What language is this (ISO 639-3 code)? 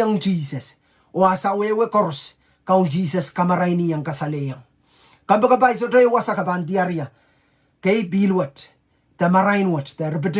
pon